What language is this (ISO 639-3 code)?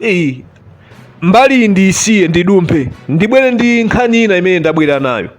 nya